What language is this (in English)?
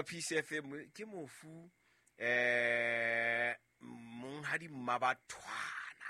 Southern Sotho